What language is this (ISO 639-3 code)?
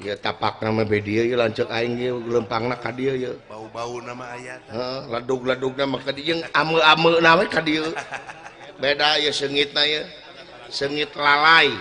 sun